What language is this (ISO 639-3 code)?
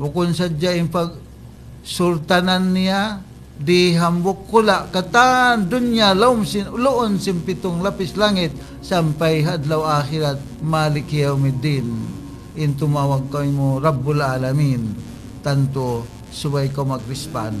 tsg